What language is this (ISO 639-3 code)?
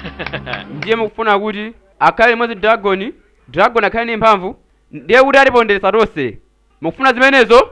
nya